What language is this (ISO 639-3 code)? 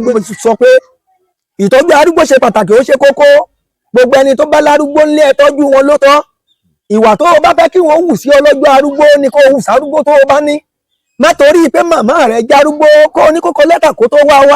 yor